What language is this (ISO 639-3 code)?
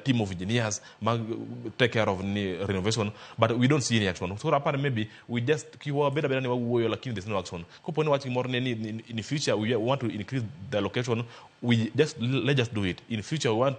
luo